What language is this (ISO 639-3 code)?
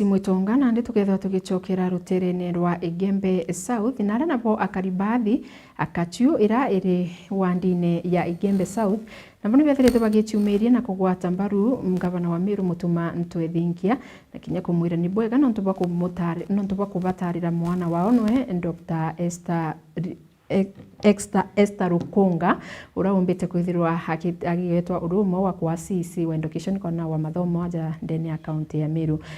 mer